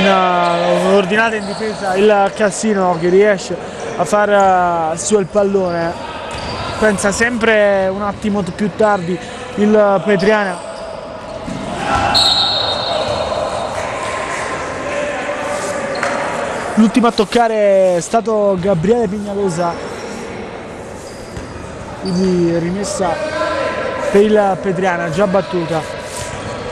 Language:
Italian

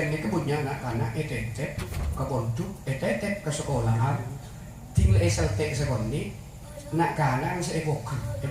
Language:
Madurese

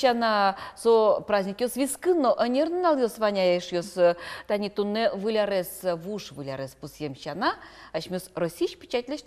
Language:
Udmurt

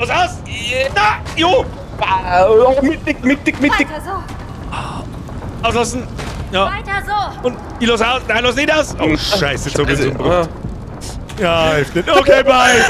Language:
Bavarian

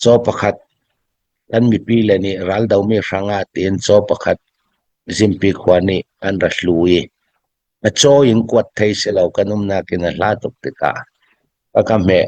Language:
Hakha Chin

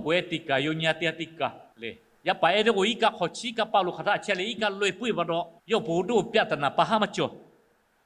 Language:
Lahu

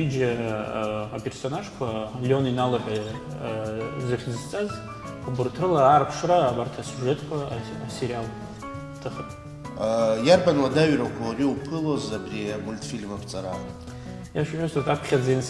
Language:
Abkhazian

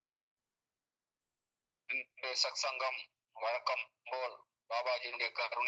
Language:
Tamil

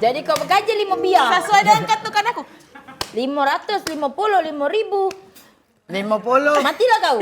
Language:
Musi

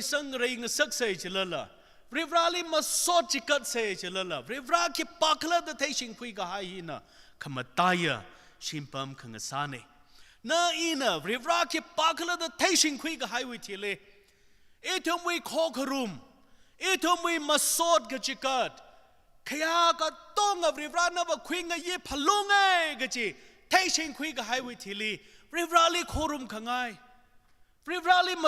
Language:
Tangkhul Naga (India)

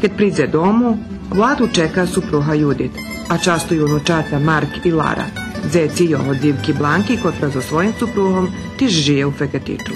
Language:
Rusyn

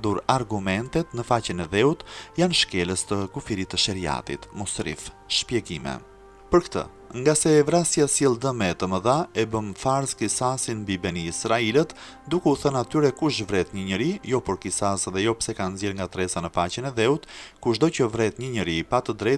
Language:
Albanian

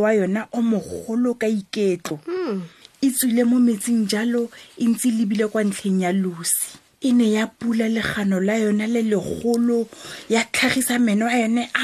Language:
Tswana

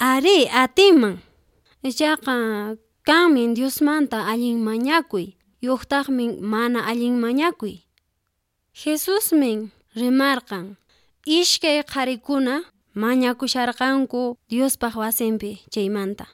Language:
Quechua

